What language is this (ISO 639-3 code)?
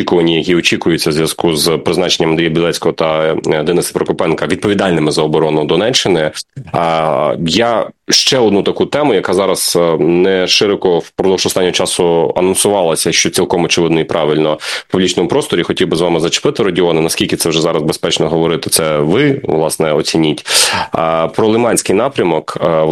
ukr